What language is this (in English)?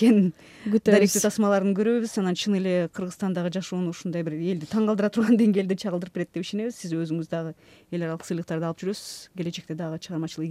Kyrgyz